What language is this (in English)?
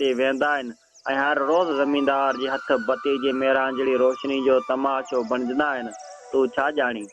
Sindhi